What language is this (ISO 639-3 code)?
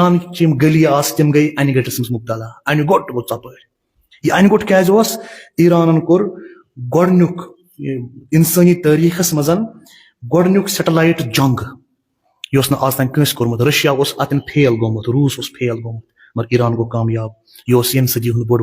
kas